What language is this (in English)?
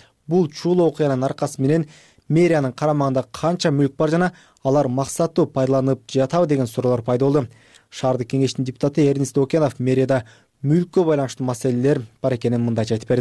Kyrgyz